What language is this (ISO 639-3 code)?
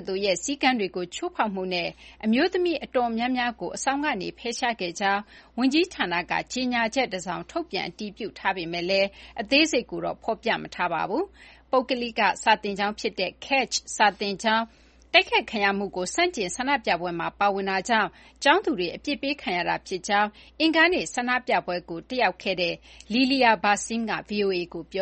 mya